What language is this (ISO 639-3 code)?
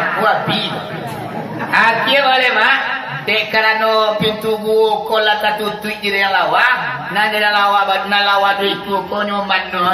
min